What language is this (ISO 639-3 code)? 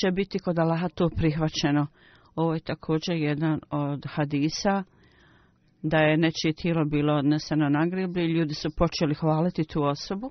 bos